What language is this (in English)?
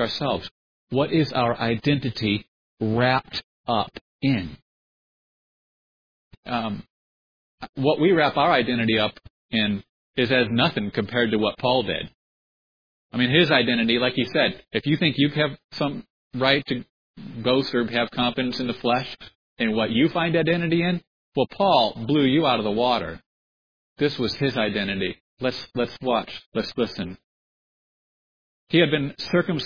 English